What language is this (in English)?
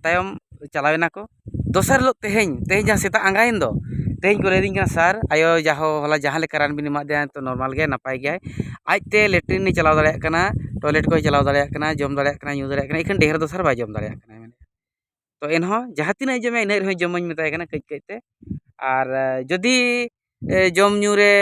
Santali